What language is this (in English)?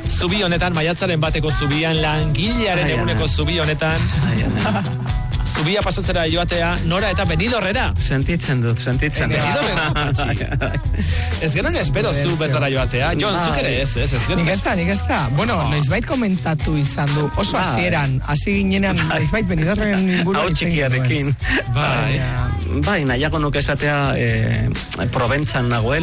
Basque